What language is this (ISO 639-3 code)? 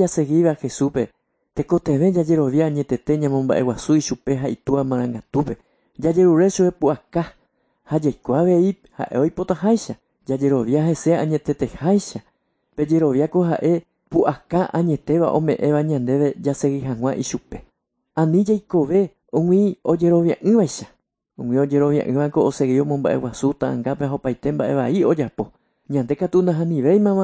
grn